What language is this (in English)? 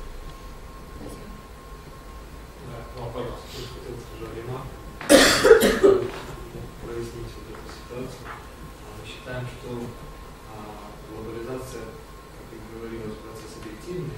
Russian